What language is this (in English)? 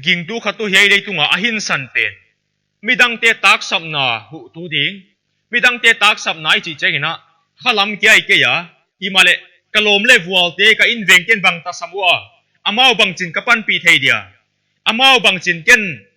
Paite Chin